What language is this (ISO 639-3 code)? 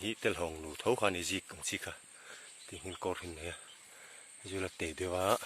lus